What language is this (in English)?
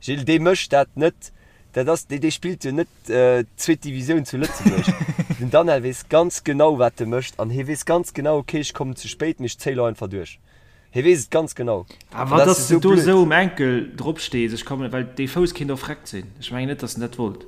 Luxembourgish